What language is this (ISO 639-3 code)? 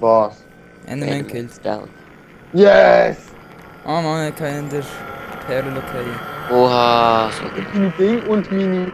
gsw